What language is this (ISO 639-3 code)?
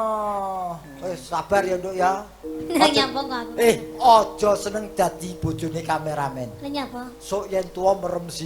jav